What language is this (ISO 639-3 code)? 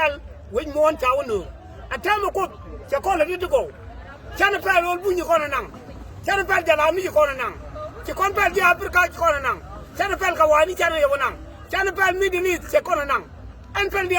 nus